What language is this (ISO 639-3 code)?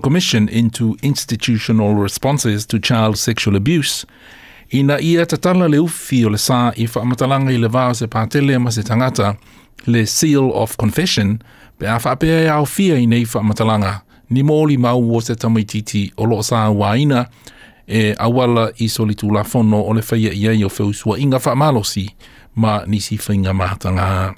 smo